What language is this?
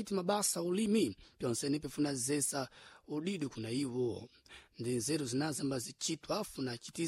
Sena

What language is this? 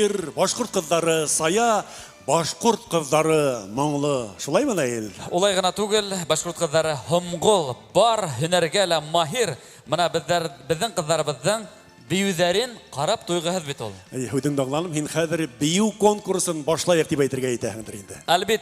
Bashkir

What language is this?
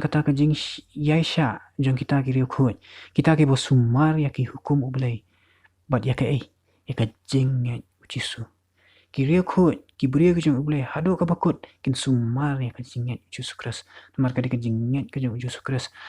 Khasi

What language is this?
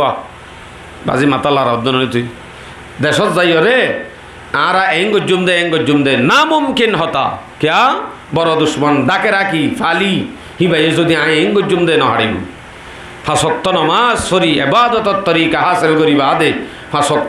Rohingya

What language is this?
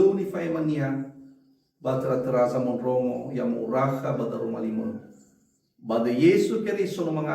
Nias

